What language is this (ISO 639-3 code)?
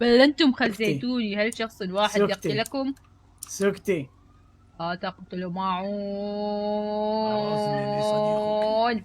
acm